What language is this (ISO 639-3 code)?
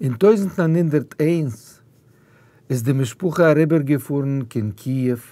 yid